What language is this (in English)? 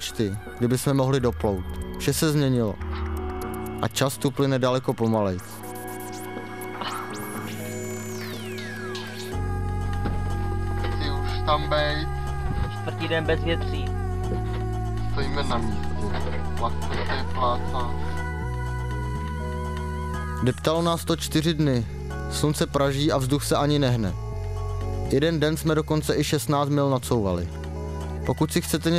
Czech